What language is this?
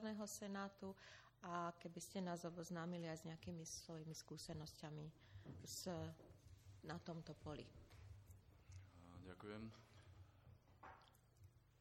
Slovak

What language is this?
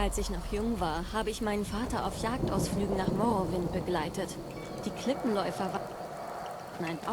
Bavarian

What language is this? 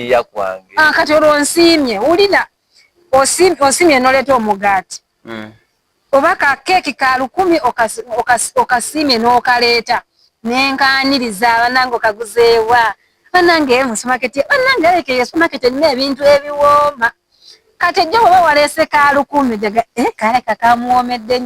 Ganda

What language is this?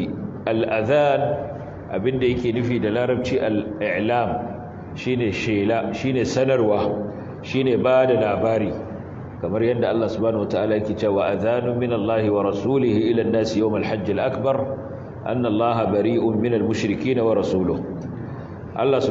Hausa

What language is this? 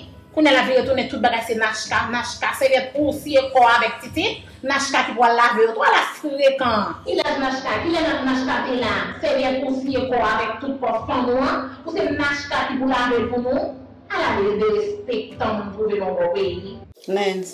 Haitian Creole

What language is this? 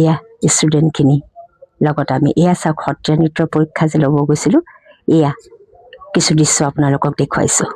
Assamese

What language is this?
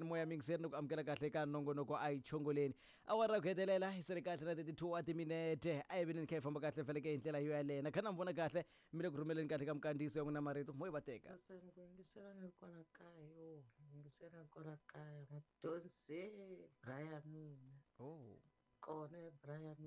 Tsonga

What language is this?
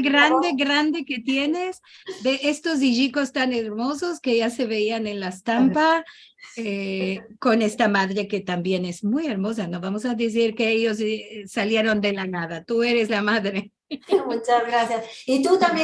Ladino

